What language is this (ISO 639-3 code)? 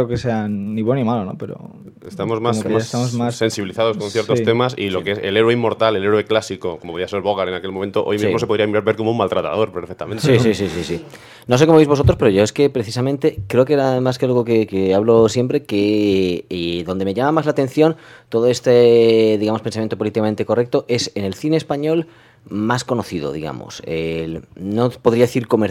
spa